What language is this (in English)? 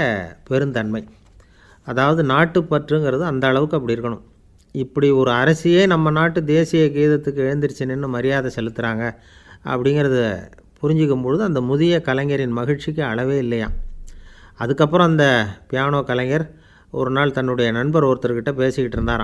Tamil